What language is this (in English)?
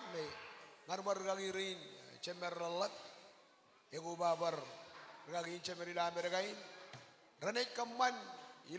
Marshallese